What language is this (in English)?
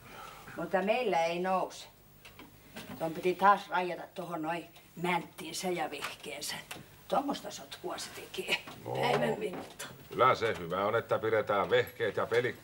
Finnish